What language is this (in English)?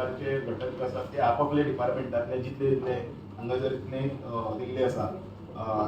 Konkani